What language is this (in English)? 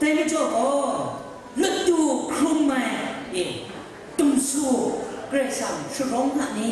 Kachin